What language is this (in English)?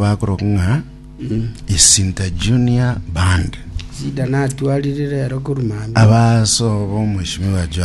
Gusii